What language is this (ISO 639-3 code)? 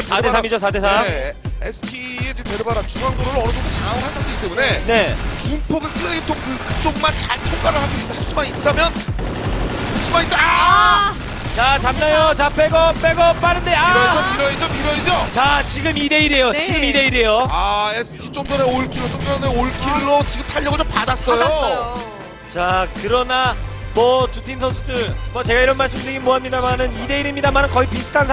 kor